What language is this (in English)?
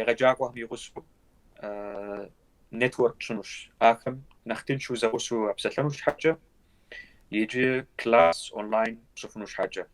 Kabardian